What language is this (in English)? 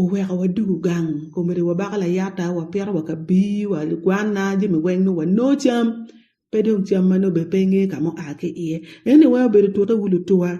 Acoli